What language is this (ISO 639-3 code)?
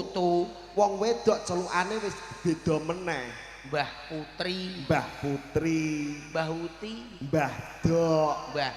jav